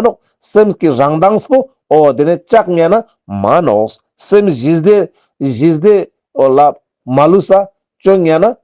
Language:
Ladakhi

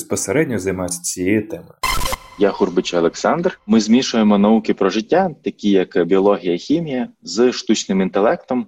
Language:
Ukrainian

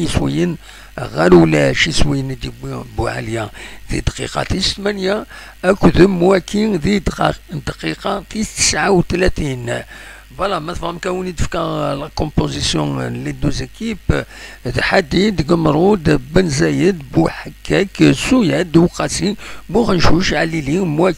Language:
Kabyle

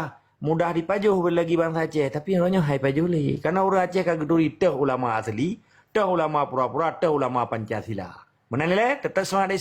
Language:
Achinese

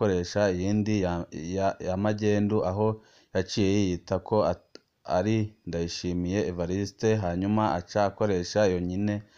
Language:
Rundi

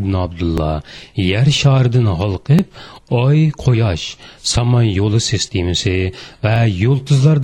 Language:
Uyghur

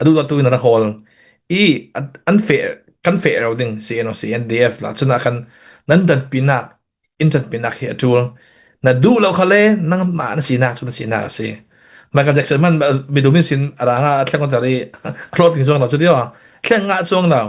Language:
Falam Chin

